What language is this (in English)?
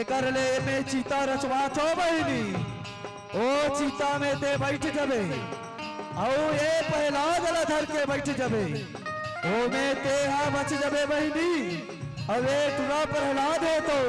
Chhattisgarhi